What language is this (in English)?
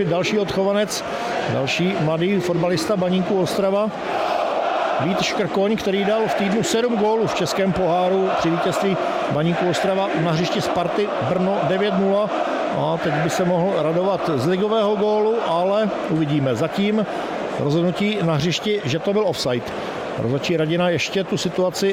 Czech